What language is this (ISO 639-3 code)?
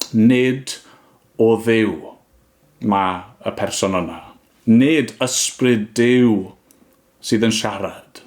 cym